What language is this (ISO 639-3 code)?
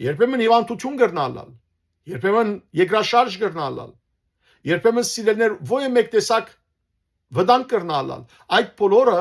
hyw